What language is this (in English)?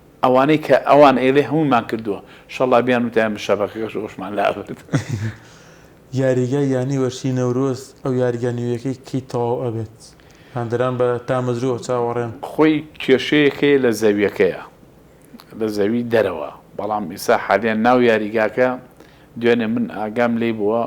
Central Kurdish